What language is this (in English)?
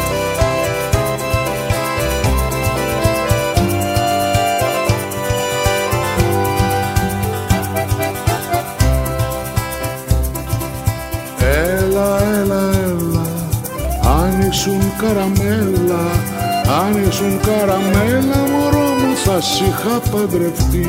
Greek